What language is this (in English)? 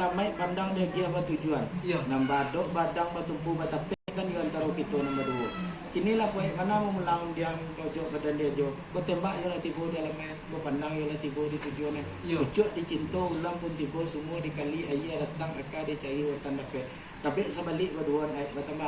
Minangkabau